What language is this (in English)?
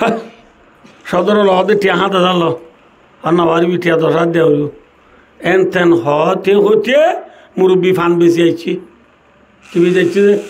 Rohingya